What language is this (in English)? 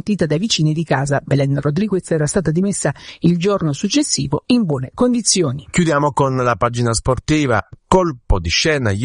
Italian